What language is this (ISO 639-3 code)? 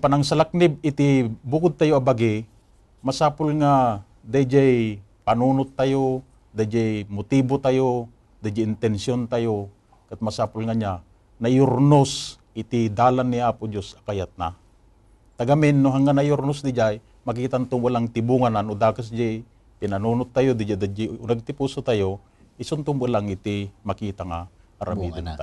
ilo